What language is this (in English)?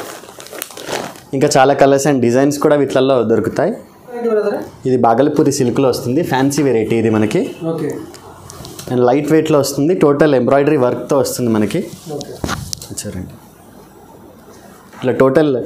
Telugu